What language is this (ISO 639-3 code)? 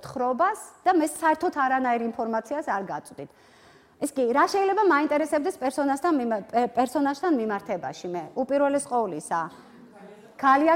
kat